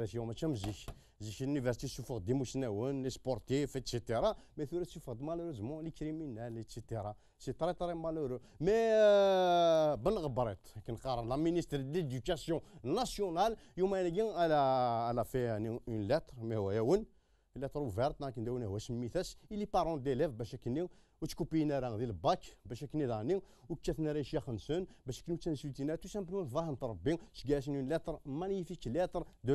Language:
Kabyle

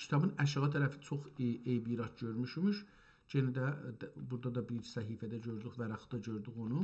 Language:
South Azerbaijani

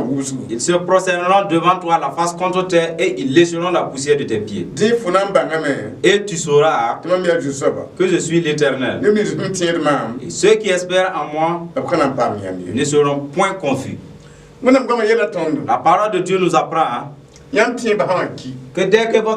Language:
Mossi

